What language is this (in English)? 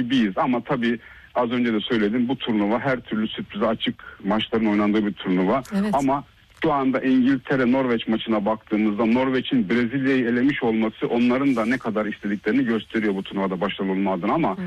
Turkish